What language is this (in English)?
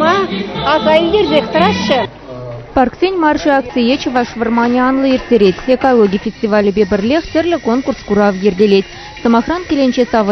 Chuvash